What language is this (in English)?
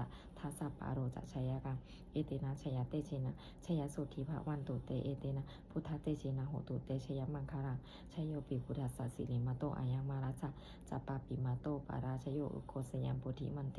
Pali